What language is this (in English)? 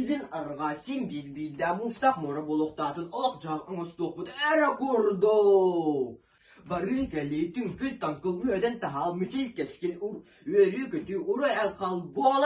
Yakut